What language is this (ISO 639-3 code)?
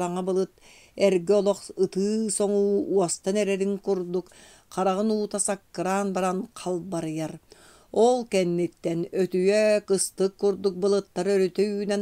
sah